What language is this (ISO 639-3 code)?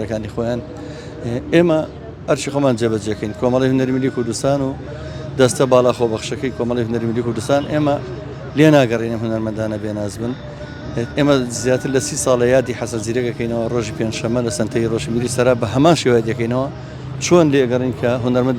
ckb